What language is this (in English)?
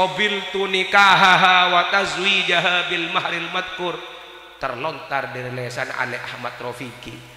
Madurese